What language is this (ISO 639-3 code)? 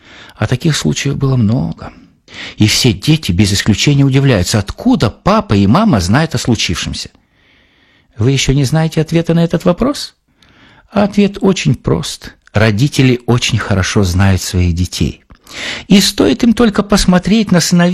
rus